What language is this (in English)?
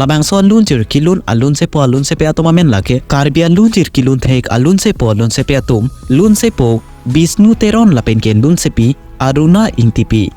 Karbi